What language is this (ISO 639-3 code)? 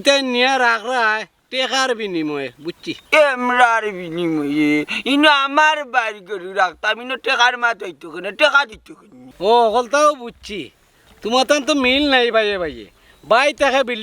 syl